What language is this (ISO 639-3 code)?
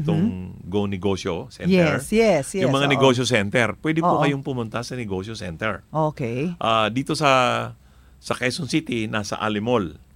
fil